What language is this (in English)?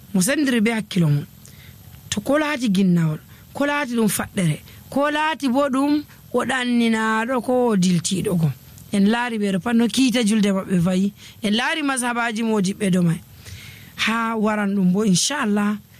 Nigerian Fulfulde